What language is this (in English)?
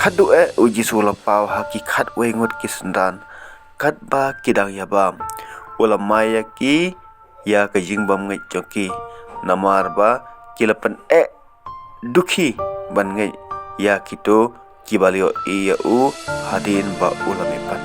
Khasi